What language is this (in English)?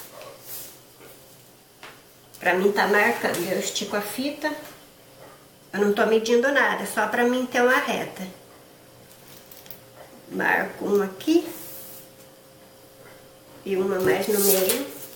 Portuguese